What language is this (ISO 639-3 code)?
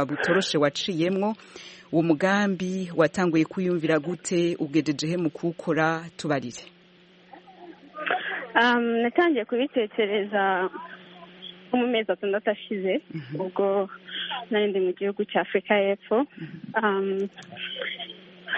kin